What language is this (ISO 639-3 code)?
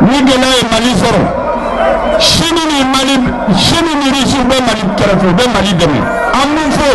bam